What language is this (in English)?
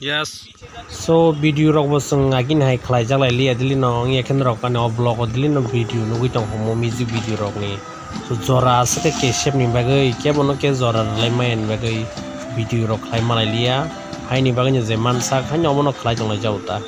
Kok Borok